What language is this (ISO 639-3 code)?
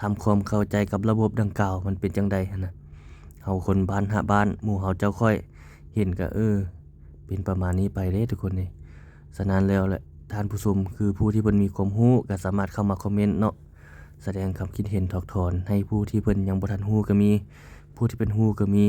lao